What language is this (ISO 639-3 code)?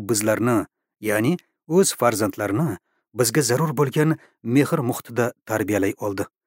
uzb